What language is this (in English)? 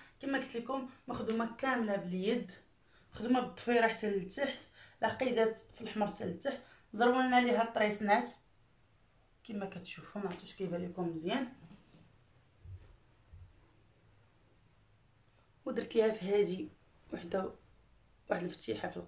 Moroccan Arabic